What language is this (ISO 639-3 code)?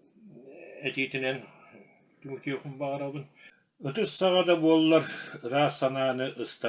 sah